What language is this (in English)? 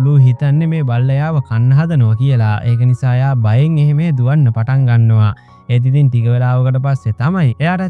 Sinhala